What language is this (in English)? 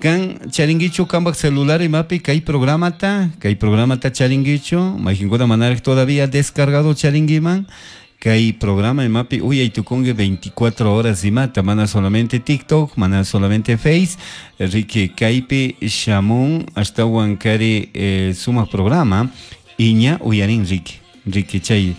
Chimborazo Highland Quichua